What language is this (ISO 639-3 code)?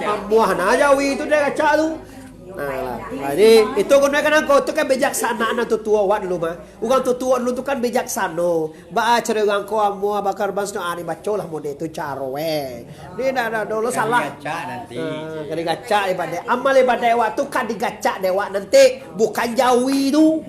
min